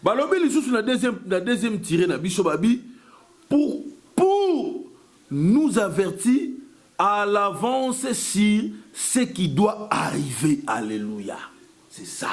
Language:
Lingala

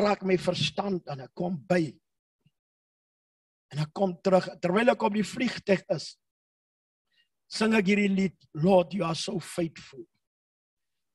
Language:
Afrikaans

